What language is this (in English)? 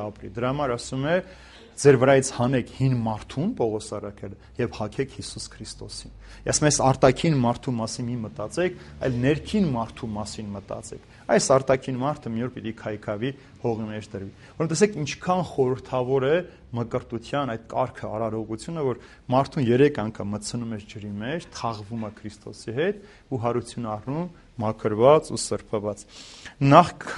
Armenian